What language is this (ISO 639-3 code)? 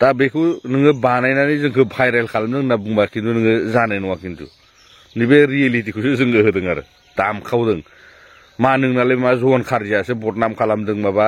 brx